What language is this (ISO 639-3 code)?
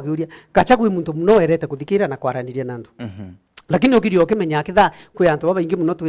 mer